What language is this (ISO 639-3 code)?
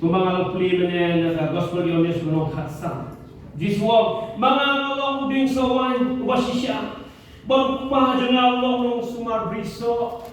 kha